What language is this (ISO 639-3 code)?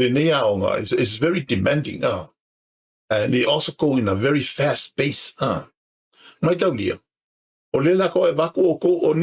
smo